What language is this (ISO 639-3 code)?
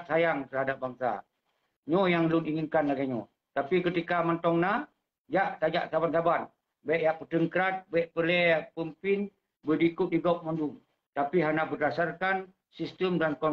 ace